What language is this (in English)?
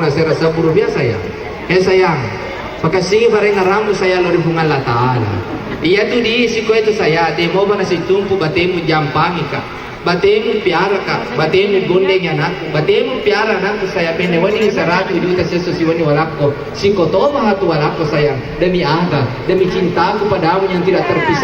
Buginese